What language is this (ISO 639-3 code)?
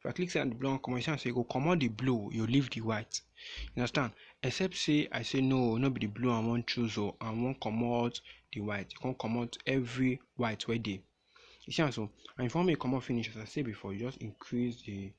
pcm